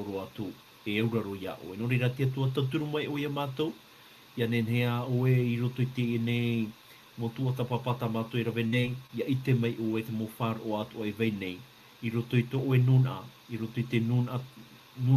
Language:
Tahitian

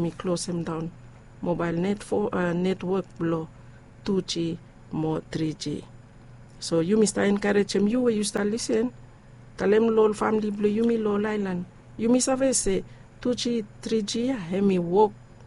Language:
Bislama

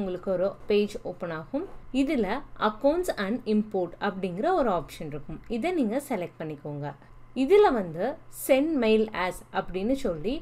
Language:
Tamil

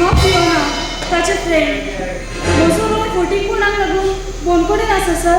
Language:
Konkani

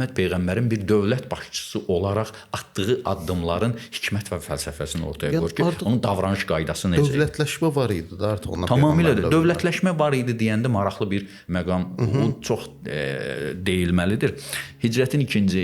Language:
Azerbaijani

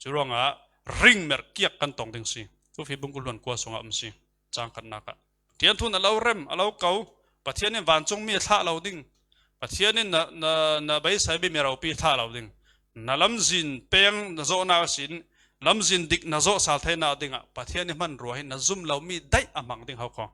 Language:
Falam Chin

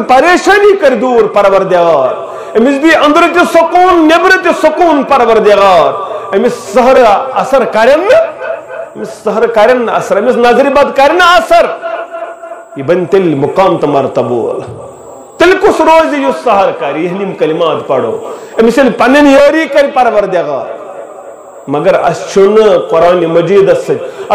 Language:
Kashmiri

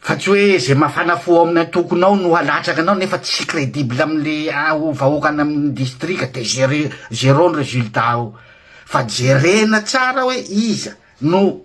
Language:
Malagasy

